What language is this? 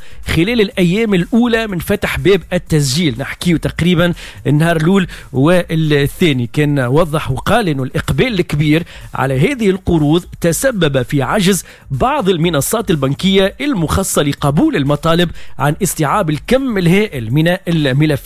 Tunisian Arabic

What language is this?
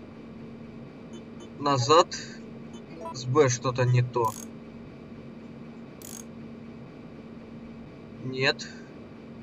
Russian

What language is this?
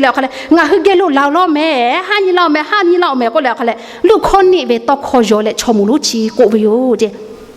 Lahu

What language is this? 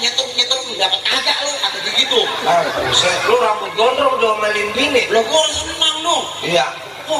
Betawi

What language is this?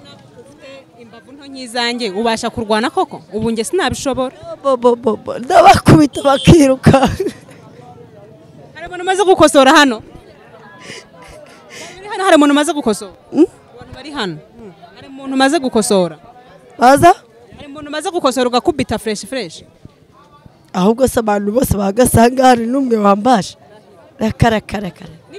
Kinyarwanda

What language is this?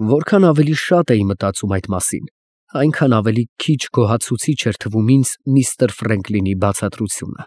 Armenian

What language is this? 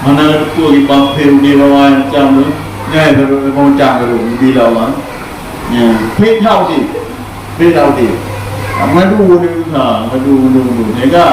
Achinese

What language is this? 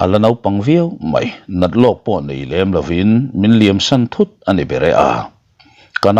Mizo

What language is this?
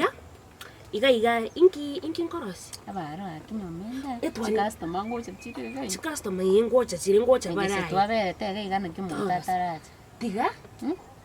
Gusii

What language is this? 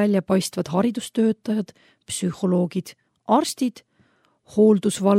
Estonian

